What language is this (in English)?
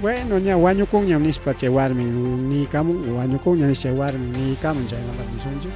Ayacucho Quechua